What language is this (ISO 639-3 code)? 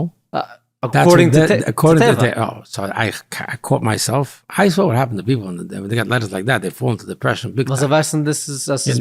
yid